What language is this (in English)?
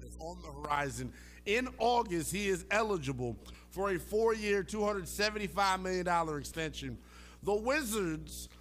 English